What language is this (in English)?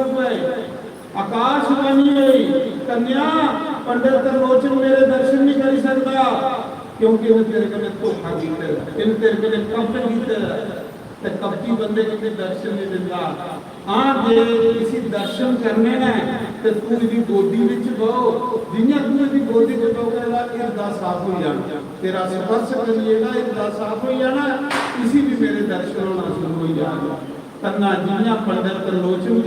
Dogri